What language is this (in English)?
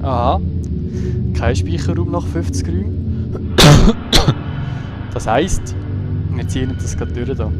Swiss German